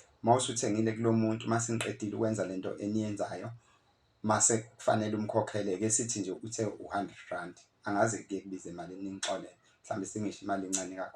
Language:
Zulu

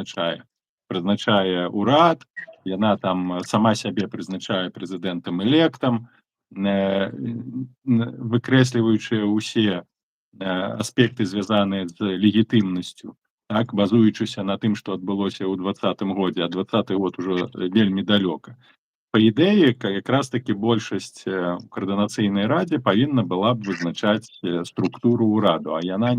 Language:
Belarusian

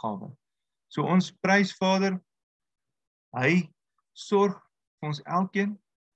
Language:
Afrikaans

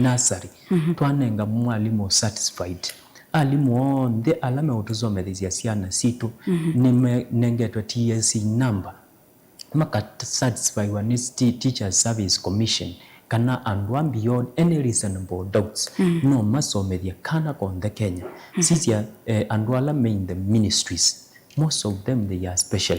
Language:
Kamba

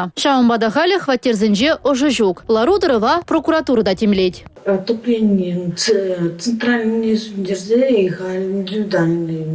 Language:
Chuvash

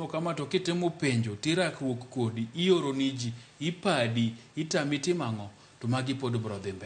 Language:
Luo (Kenya and Tanzania)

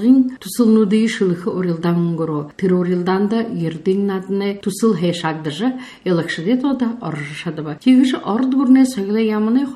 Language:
Buriat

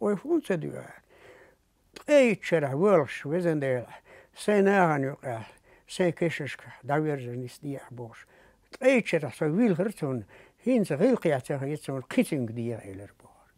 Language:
Chechen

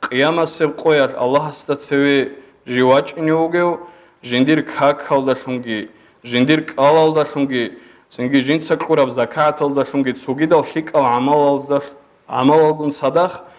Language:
Avaric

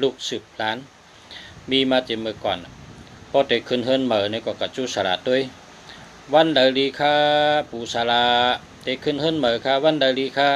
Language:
Shan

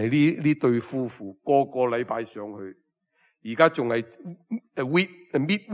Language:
Cantonese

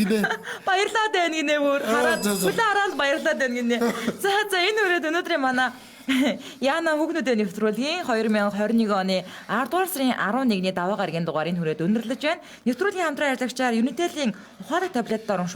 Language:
Mongolian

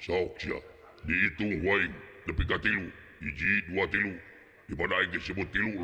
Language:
Sundanese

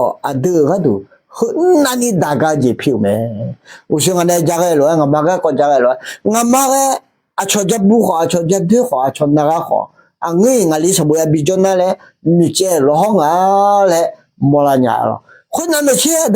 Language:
Akha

